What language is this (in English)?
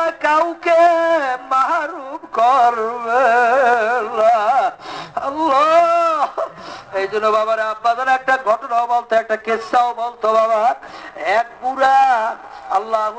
Bangla